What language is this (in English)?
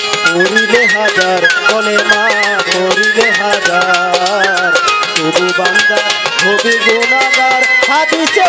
Bangla